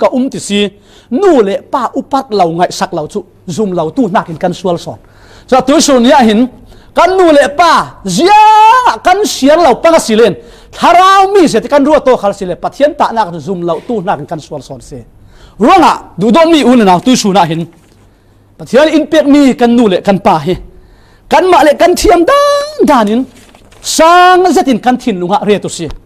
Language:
Falam Chin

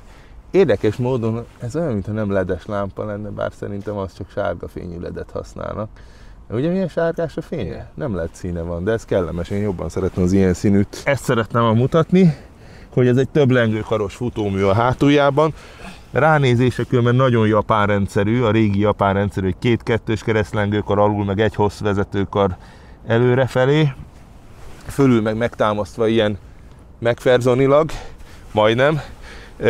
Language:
Hungarian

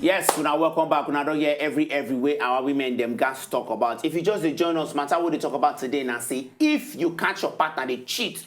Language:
Nigerian Pidgin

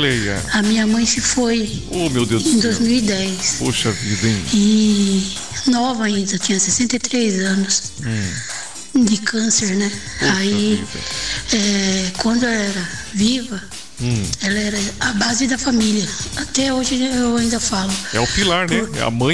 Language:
Portuguese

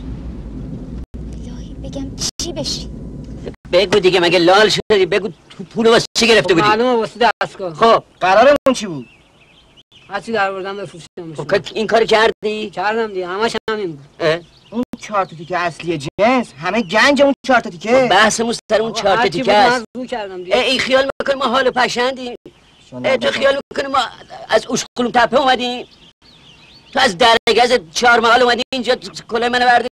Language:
Persian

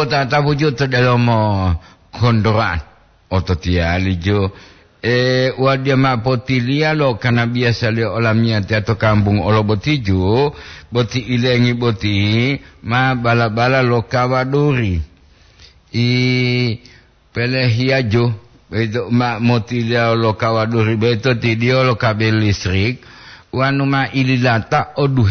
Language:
Gorontalo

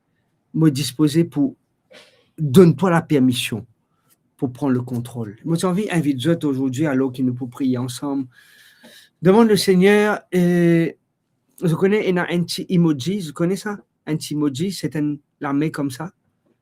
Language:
Morisyen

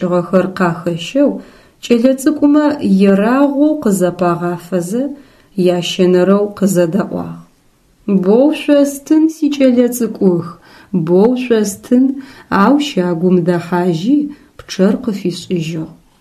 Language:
Adyghe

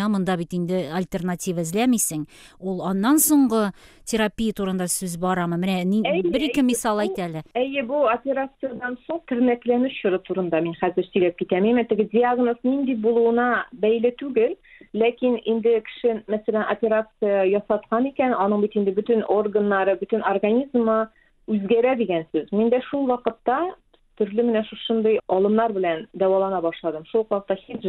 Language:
Tatar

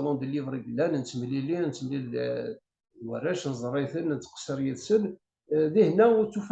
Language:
Kabyle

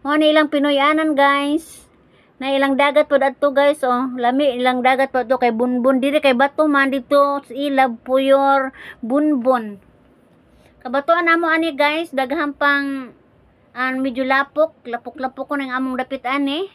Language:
Cebuano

